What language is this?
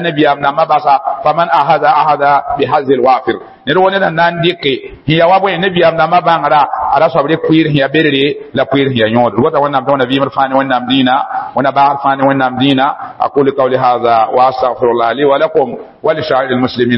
Mossi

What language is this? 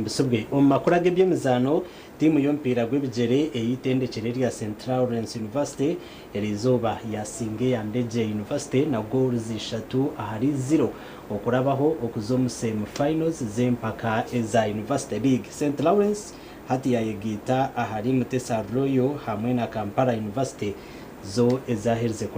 Nyankole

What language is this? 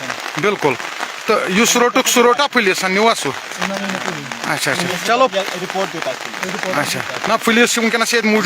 Kashmiri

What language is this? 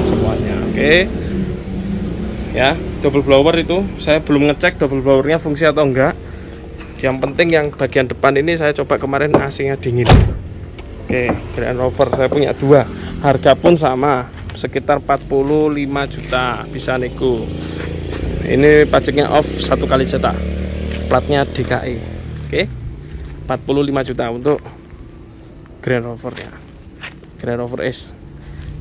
Indonesian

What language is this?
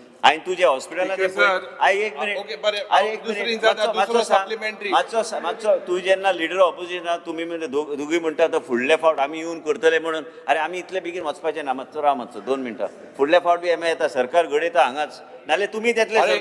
Konkani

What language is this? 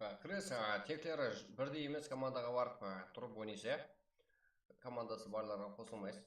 Kara-Kalpak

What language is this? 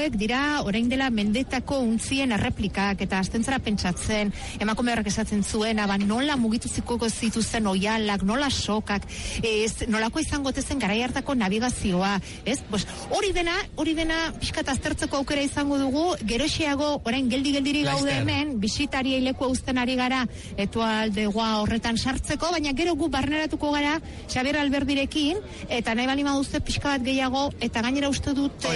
Basque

